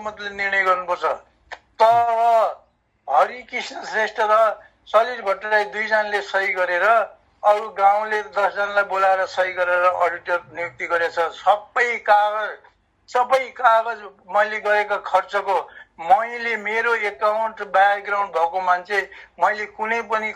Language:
Nepali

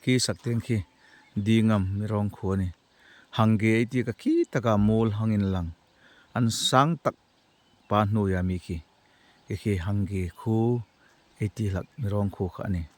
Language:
Hmar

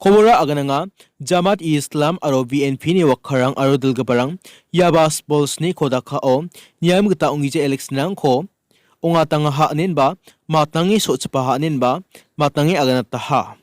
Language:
Garo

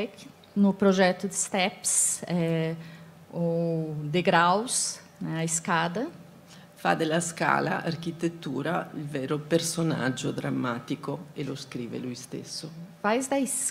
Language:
Italian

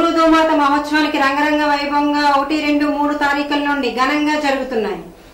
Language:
Telugu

